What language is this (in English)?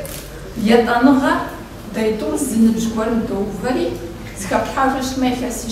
Kabardian